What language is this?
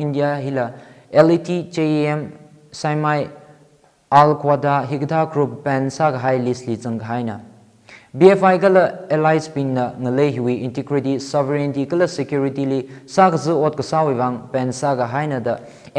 Tangkhul Naga (India)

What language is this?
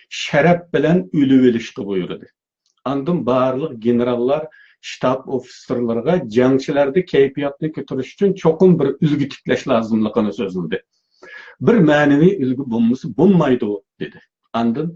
Uyghur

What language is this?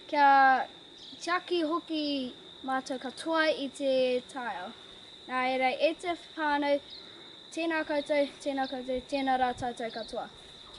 Māori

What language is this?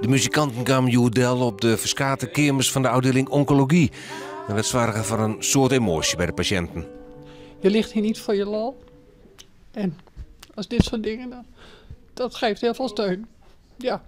Western Frisian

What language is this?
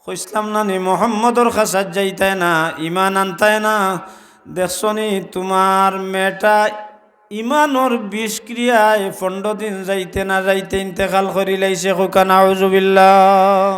Sylheti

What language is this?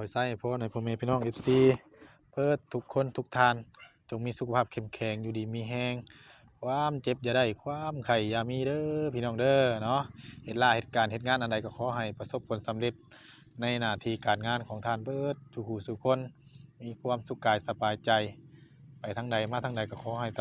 Northeastern Thai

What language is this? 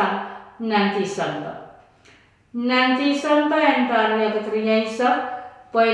Pohnpeian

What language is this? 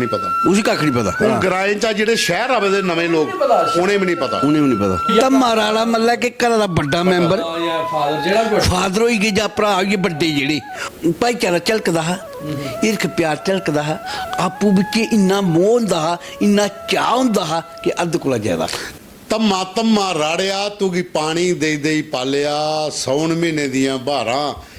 Dogri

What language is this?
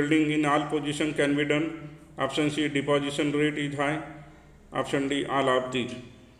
Marathi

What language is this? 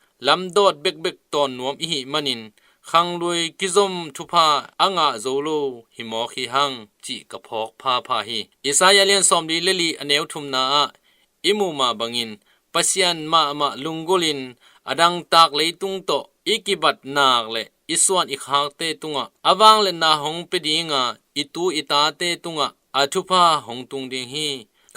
Tedim Chin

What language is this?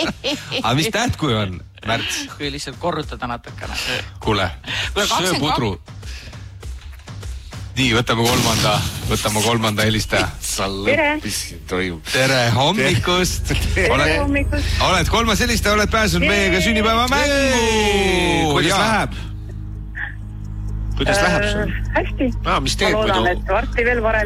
Estonian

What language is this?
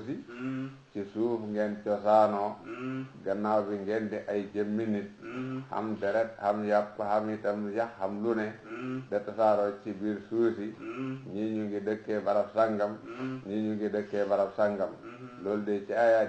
Wolof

